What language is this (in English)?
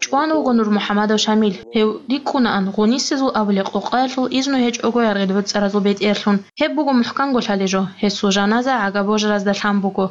Avaric